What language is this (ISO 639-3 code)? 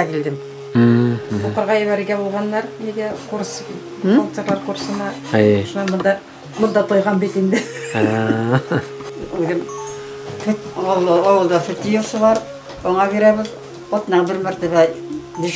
bak